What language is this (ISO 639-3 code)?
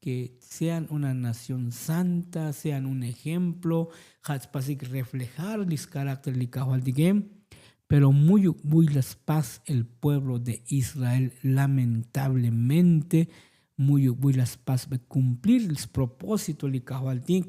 tzo